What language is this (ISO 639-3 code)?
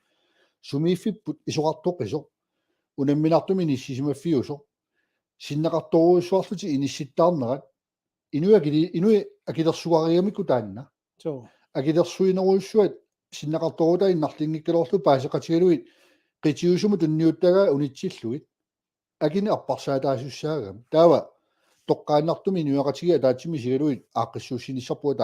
kal